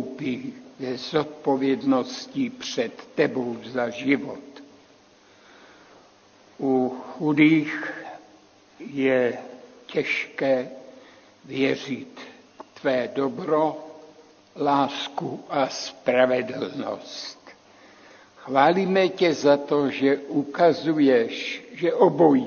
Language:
Czech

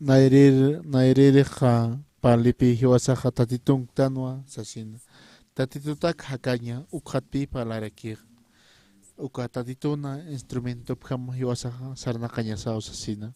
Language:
Aymara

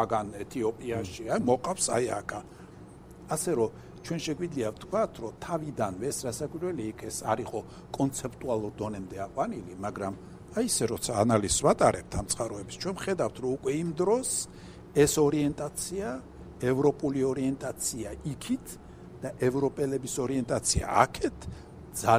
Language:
Georgian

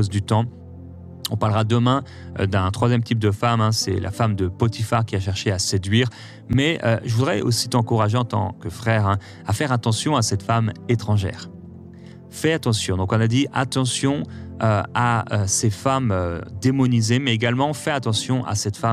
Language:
French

